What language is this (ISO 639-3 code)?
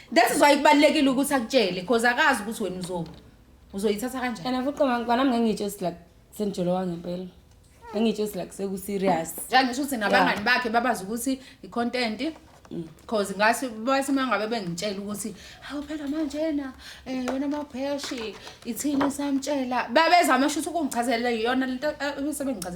zul